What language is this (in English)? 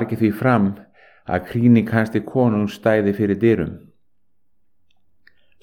Icelandic